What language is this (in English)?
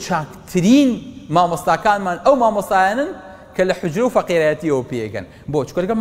Central Kurdish